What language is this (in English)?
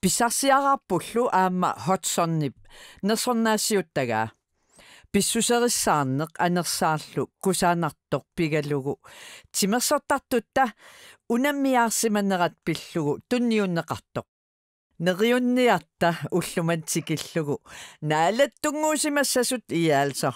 Kalaallisut